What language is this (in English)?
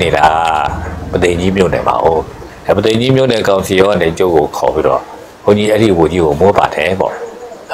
Burmese